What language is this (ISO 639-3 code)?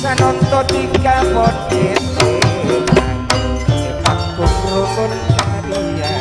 mad